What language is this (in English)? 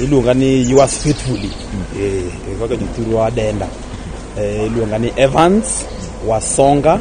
Luo (Kenya and Tanzania)